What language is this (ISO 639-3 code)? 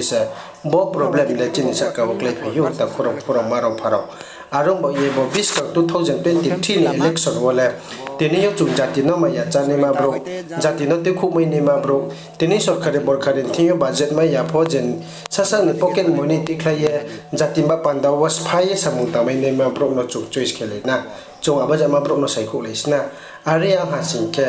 ria